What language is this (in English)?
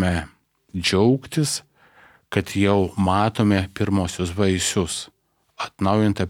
Lithuanian